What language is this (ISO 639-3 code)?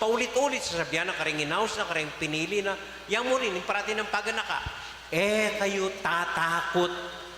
pam